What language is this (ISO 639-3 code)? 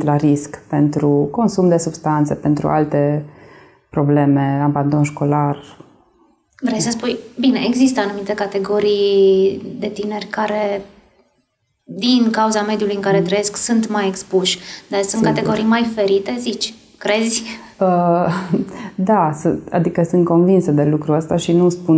ron